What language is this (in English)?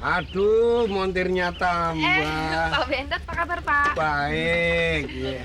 Betawi